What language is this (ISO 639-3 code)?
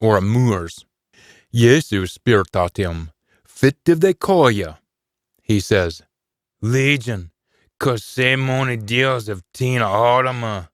sco